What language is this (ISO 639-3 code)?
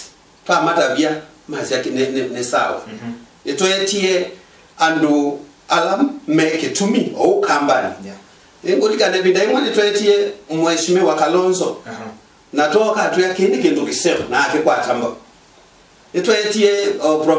kam